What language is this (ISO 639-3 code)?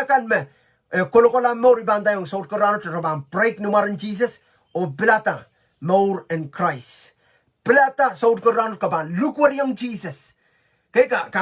pon